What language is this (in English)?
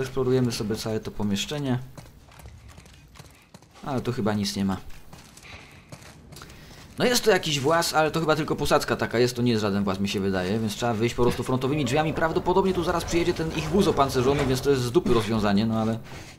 Polish